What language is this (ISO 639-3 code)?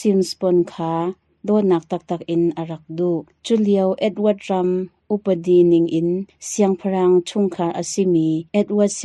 cnh